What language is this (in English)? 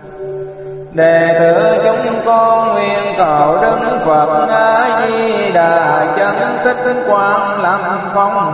Vietnamese